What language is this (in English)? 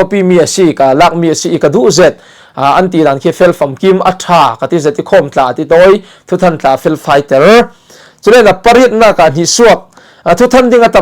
Falam Chin